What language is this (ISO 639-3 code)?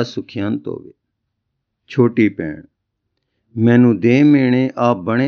pan